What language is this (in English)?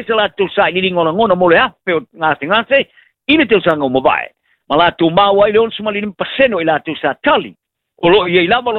Samoan